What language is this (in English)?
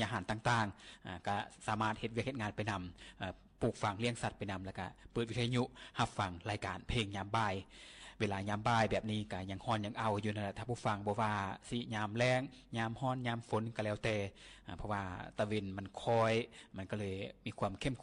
Lao